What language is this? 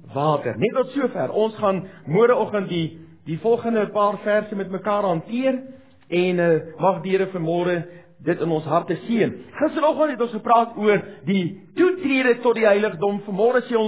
Afrikaans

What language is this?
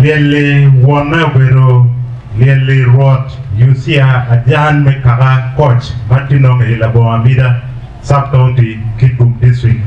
Acoli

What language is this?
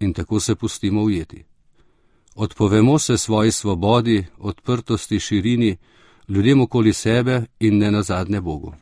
Slovenian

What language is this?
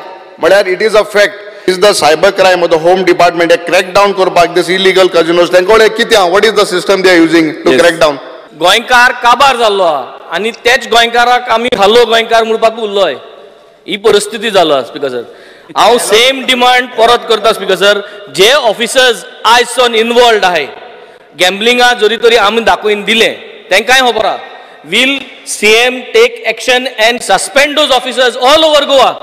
Konkani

